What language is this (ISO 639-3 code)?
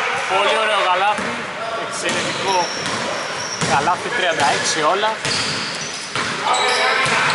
ell